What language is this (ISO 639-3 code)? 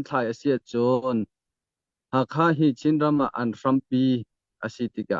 cnh